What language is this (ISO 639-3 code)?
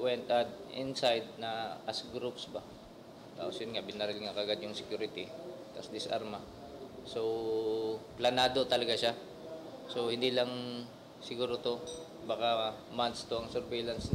ceb